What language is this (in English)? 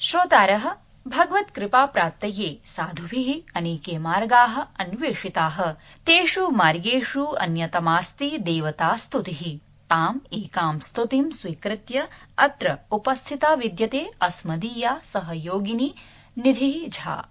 Sanskrit